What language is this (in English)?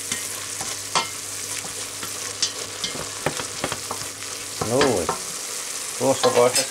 Finnish